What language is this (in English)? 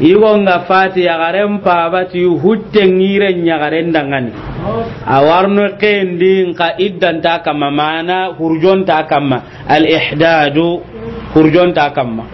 Soninke